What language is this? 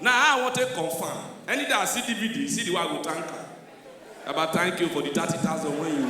Nigerian Pidgin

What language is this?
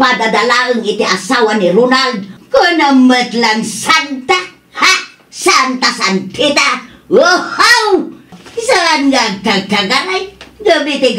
Iloko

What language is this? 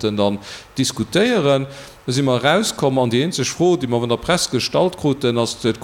Luxembourgish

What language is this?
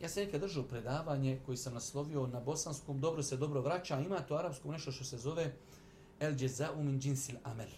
Bosnian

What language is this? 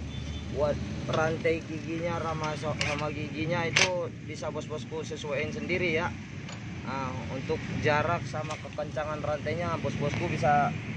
Indonesian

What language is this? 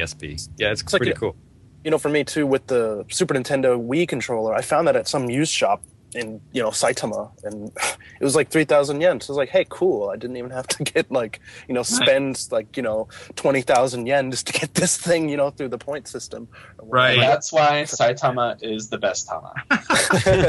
English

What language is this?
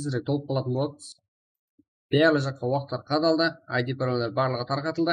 Kara-Kalpak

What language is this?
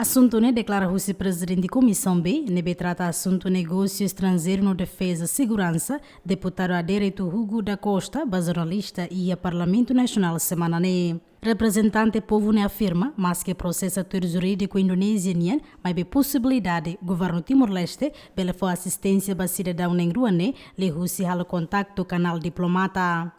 Tetum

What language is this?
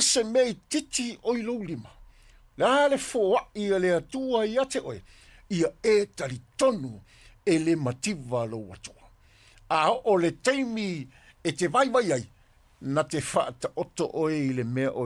Samoan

